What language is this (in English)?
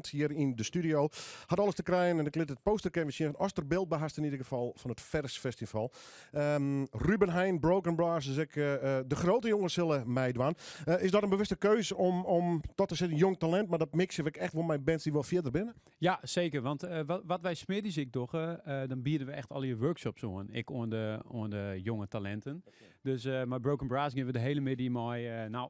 Western Frisian